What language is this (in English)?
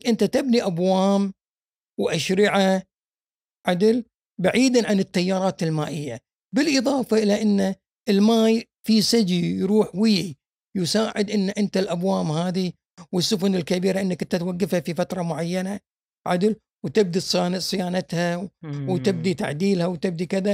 Gulf Arabic